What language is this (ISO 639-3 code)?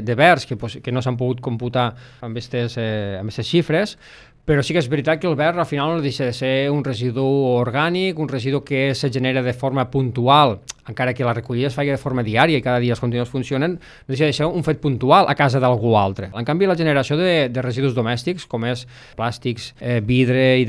cat